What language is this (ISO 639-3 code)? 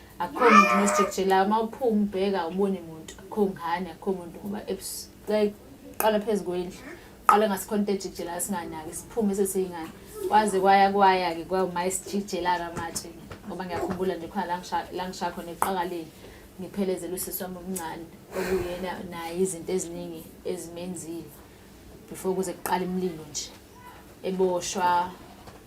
zul